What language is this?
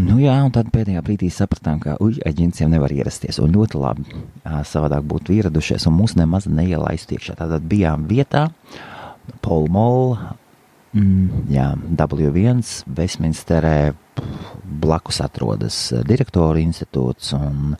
Latvian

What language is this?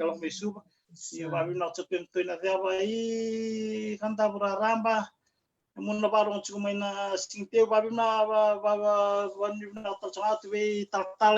Fijian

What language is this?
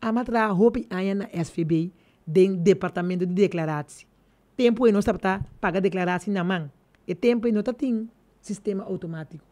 Papiamento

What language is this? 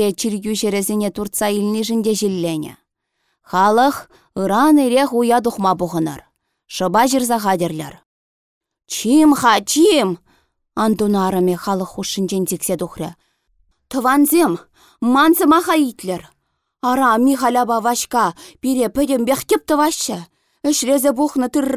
Chuvash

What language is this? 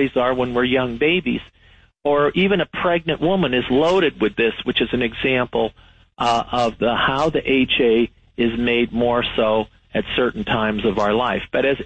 English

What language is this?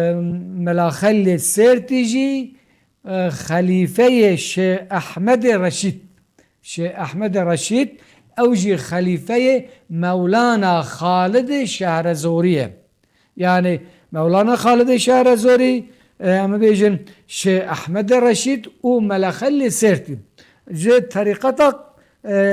Kurdish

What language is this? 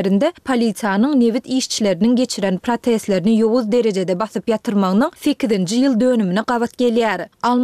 Turkmen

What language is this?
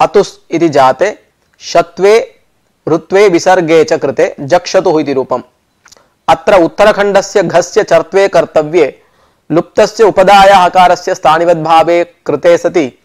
Sanskrit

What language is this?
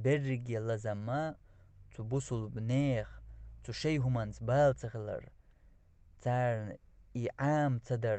Chechen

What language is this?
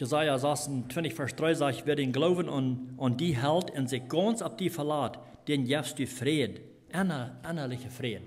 Plautdietsch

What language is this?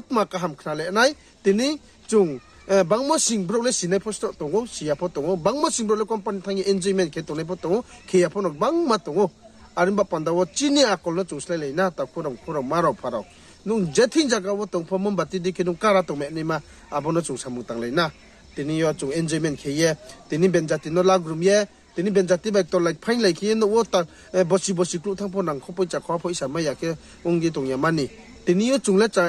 Riang (India)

